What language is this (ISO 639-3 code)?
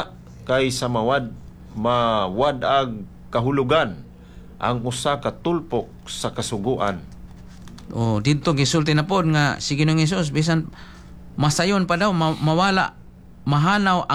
ceb